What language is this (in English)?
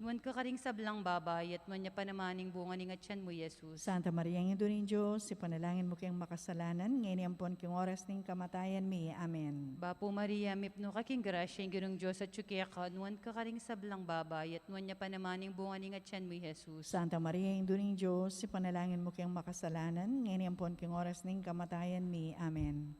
Pampanga